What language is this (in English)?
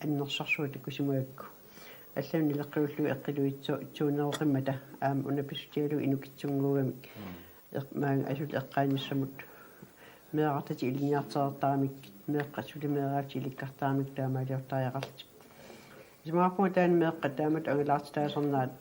Kalaallisut